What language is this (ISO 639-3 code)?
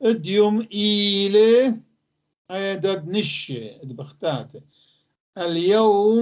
apc